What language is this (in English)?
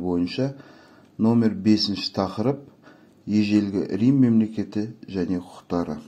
Kazakh